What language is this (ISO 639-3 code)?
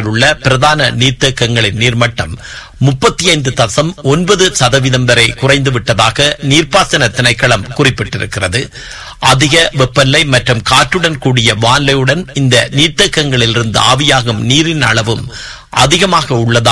tam